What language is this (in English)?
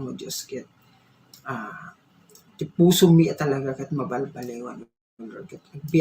Iloko